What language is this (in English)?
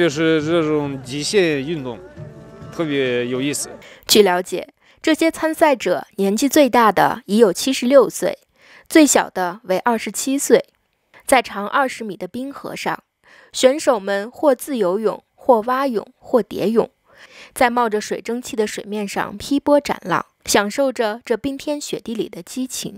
Chinese